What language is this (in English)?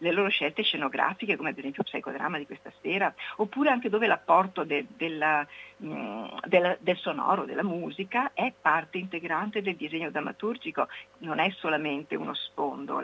Italian